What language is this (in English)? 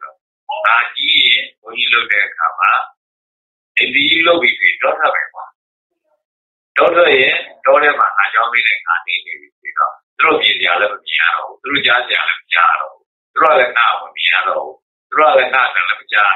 Burmese